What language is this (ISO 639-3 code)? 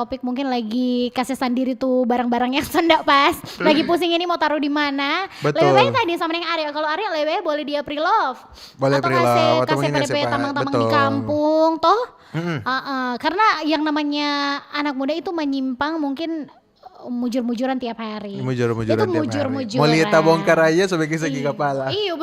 xmm